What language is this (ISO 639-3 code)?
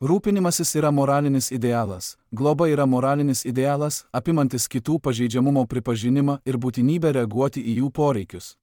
lit